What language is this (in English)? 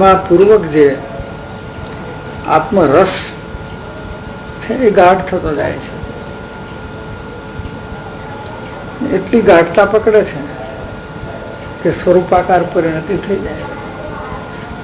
Gujarati